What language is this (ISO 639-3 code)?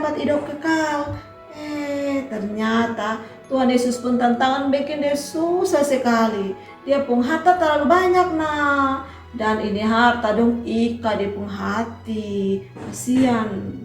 mkn